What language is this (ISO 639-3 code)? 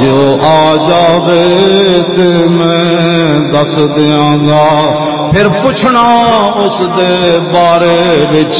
lah